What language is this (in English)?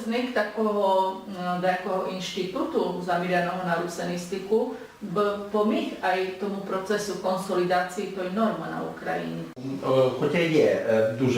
Rusyn